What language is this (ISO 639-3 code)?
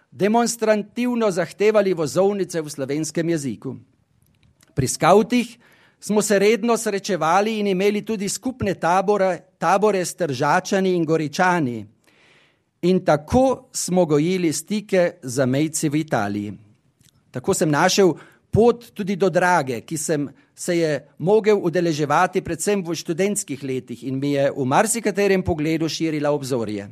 slv